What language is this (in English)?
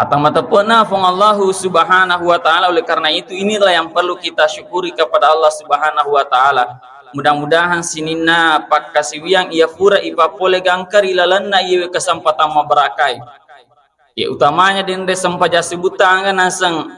Buginese